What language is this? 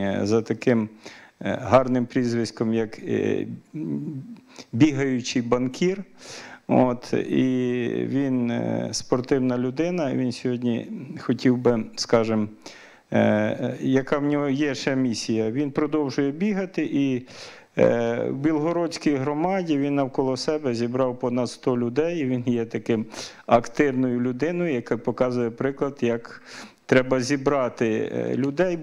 Ukrainian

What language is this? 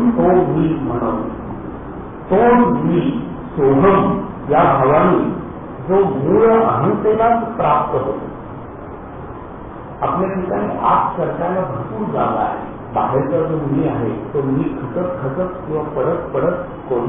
Marathi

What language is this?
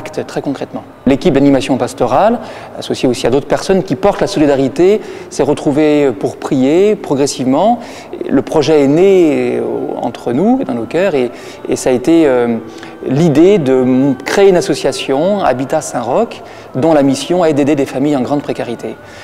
French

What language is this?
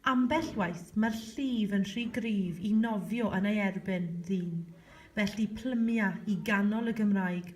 Welsh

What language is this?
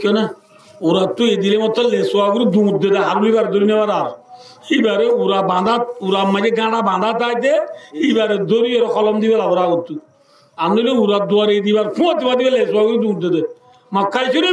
Rohingya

